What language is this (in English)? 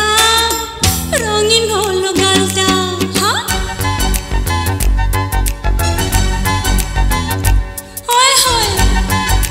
Bangla